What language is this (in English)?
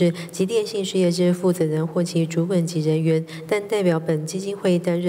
Chinese